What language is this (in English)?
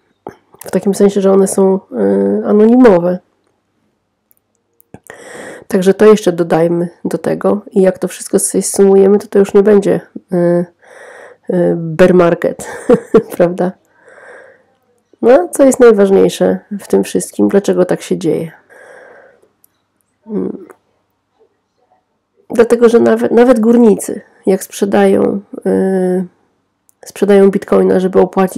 Polish